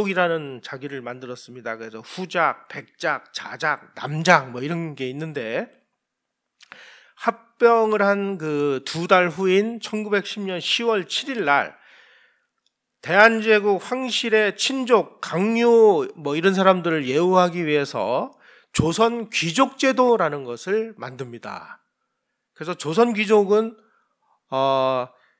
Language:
Korean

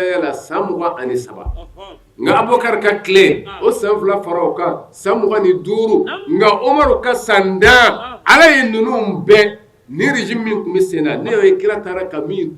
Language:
Bambara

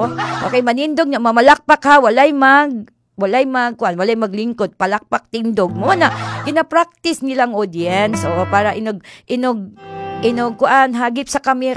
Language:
Cebuano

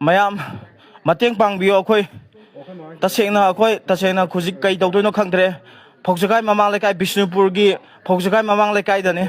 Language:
Manipuri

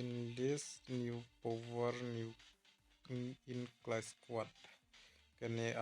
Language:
Khasi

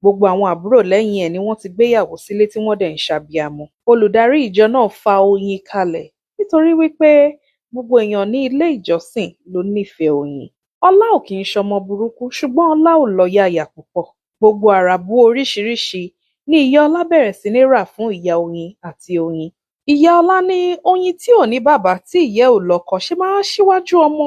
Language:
Yoruba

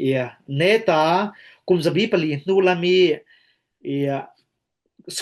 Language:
Falam Chin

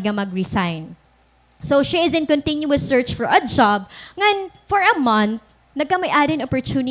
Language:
Waray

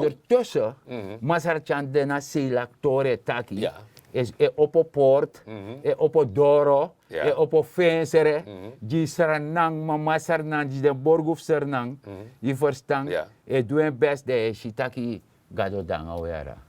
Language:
Sranan Tongo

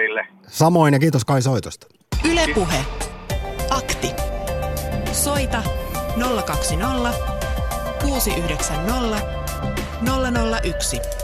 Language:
Finnish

